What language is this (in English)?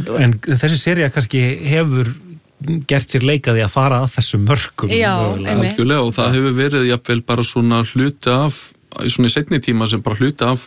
Icelandic